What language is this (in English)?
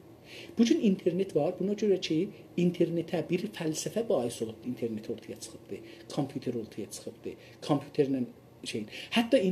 South Azerbaijani